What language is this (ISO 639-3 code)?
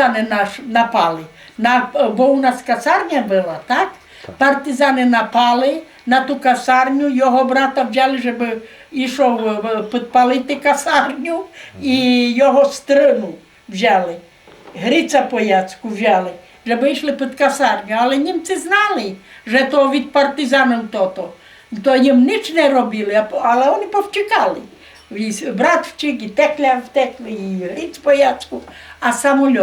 rue